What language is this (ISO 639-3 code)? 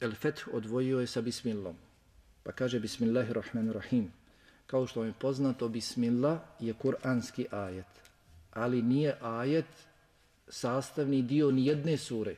bos